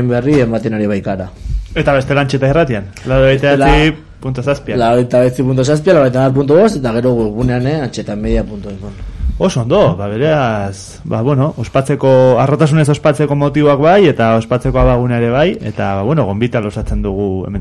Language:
Basque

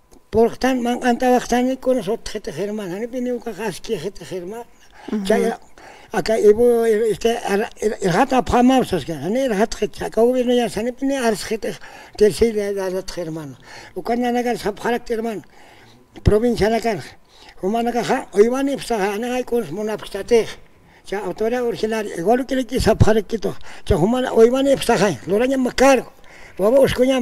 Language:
Aymara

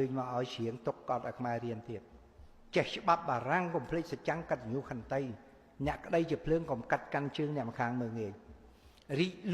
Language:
Khmer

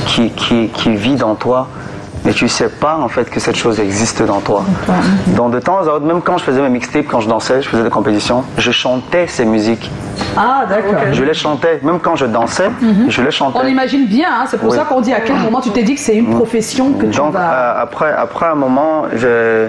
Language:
French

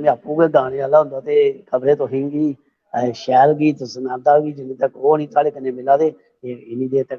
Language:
Dogri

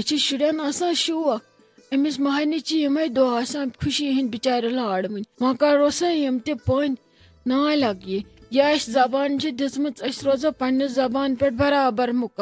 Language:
Kashmiri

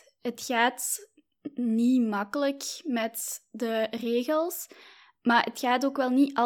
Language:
Dutch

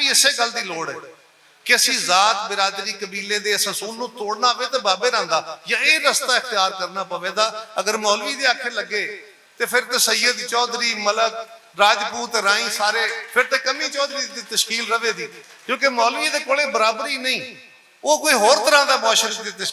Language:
Western Panjabi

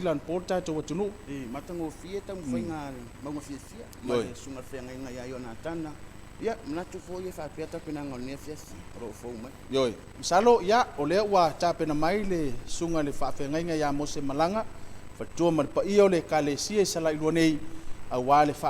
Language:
Samoan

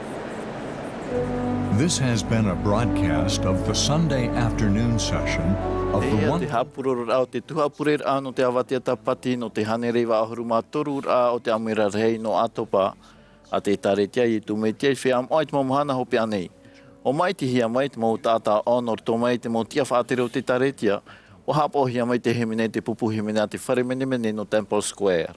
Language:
Tahitian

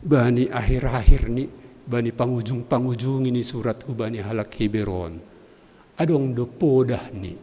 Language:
Batak Simalungun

